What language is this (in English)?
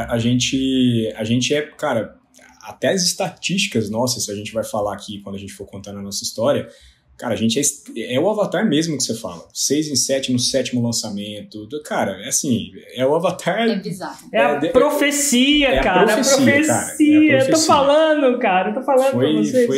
Portuguese